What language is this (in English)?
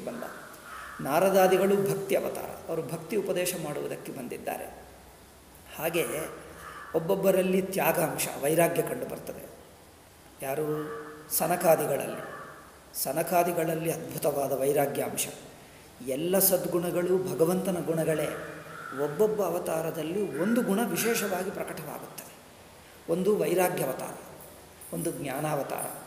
Kannada